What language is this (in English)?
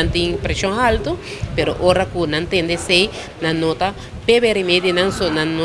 Papiamento